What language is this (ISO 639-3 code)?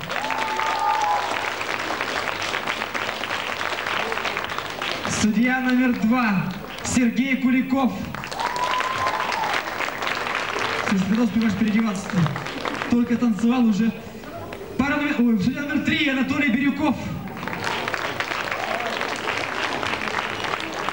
rus